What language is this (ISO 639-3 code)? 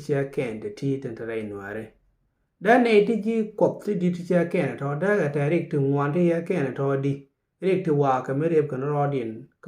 nus